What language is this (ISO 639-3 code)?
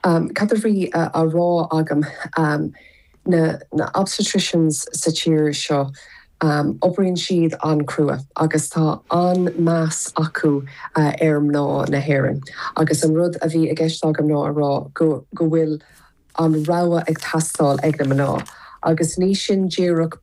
gle